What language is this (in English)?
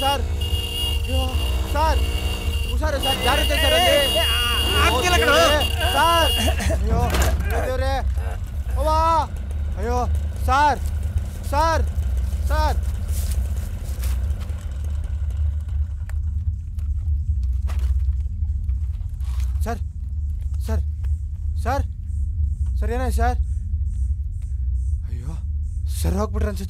Kannada